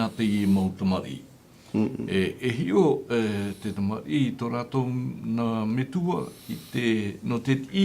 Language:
Tahitian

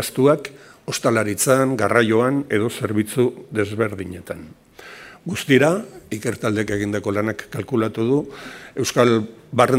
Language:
Basque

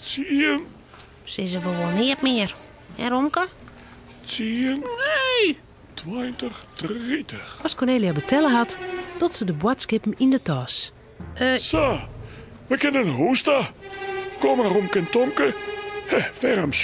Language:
Western Frisian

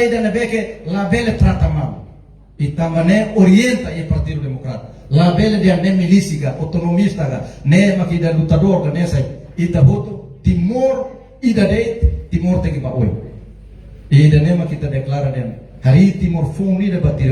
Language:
Tetum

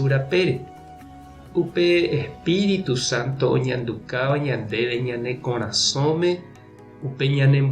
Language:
Guarani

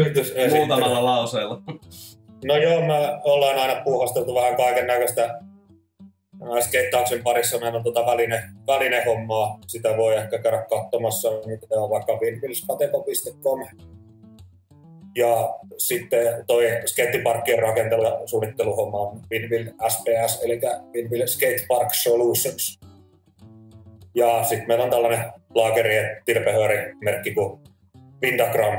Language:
Finnish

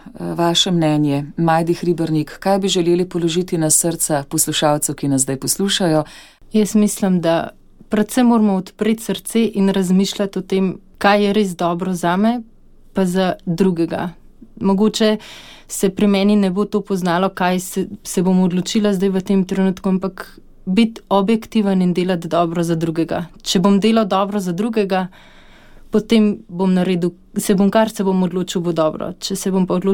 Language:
Slovenian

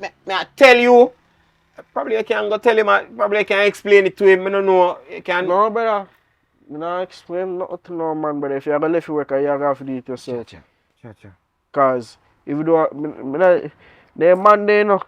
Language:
Jamaican Creole English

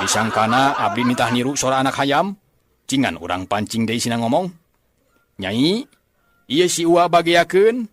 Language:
Sundanese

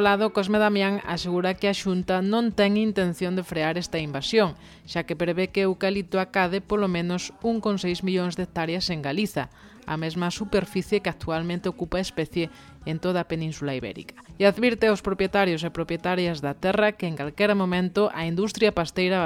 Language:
Galician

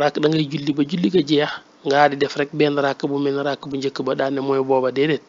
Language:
Wolof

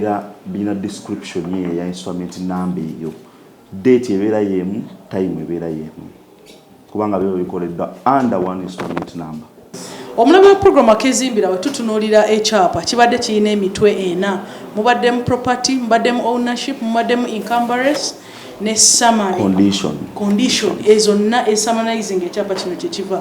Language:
Ganda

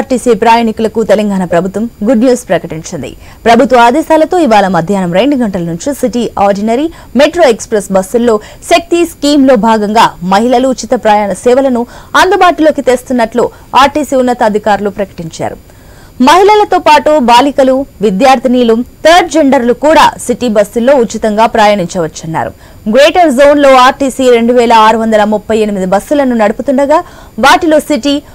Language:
Telugu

